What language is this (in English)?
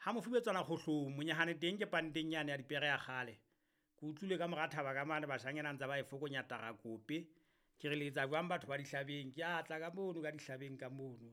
Southern Sotho